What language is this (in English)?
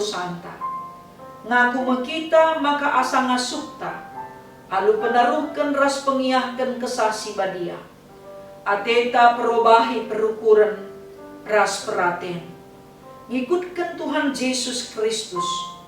Batak Karo